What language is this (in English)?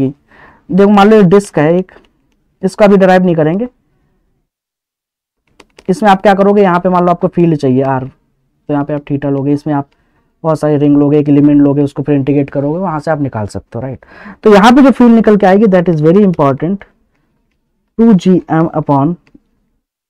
Hindi